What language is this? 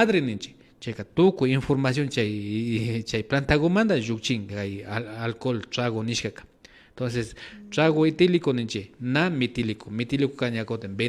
Imbabura Highland Quichua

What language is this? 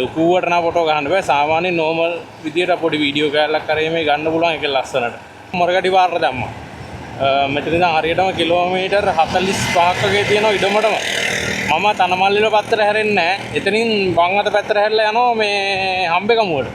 Sinhala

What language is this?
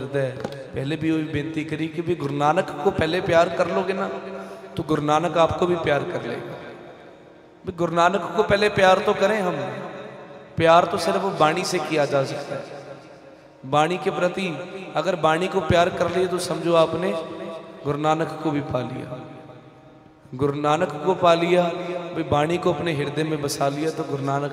Hindi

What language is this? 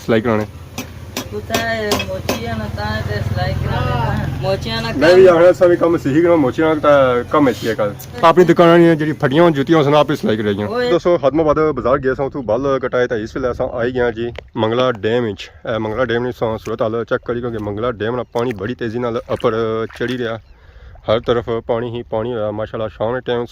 Pahari-Potwari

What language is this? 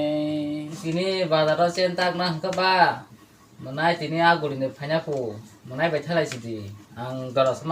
Kok Borok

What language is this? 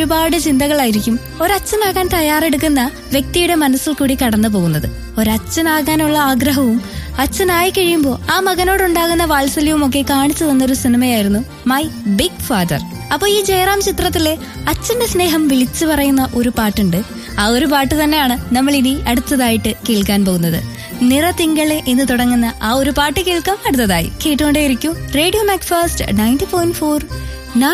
Malayalam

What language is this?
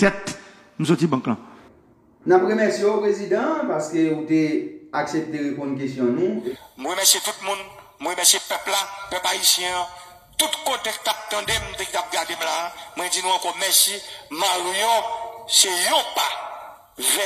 Haitian Creole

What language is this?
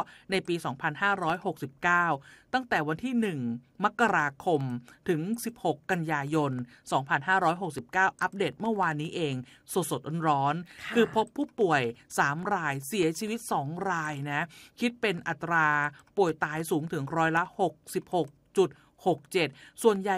Thai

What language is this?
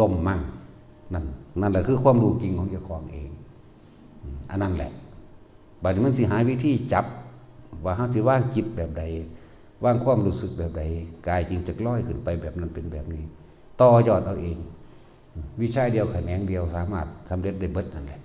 Northeastern Thai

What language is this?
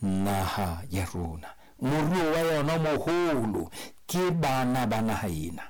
Southern Sotho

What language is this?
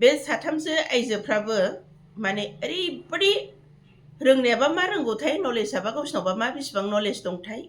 Bodo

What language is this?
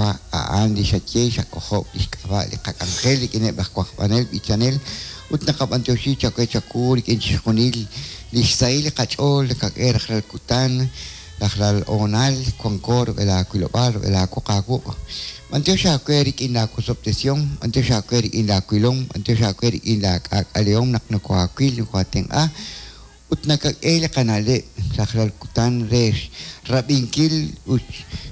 Kekchí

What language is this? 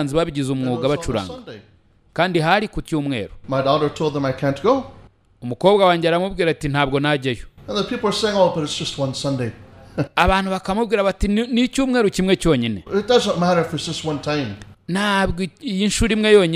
Kinyarwanda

